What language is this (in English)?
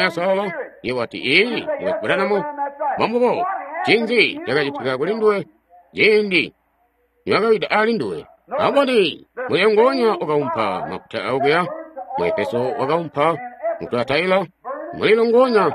Tonga (Zambia)